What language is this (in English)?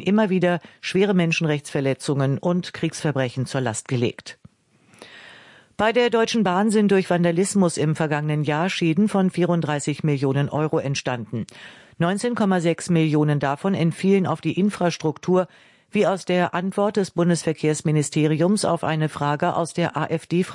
German